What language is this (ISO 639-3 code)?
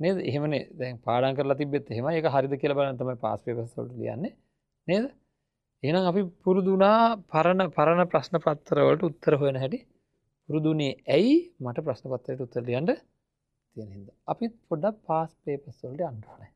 sin